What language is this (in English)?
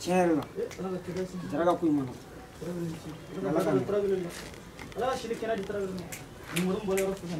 Shona